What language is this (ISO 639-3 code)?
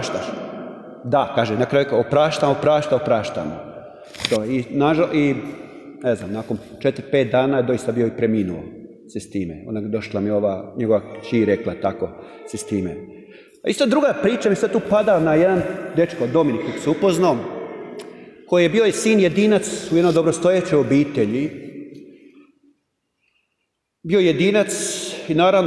hrv